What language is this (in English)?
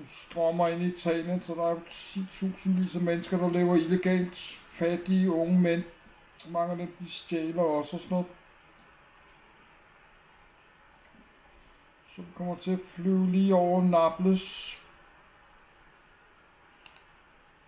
Danish